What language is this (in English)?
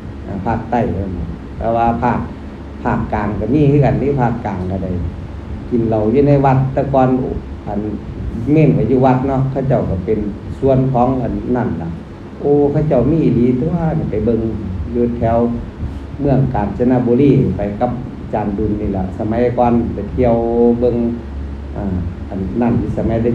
Northeastern Thai